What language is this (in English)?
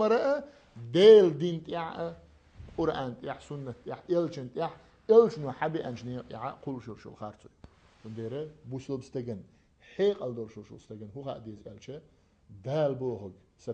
Chechen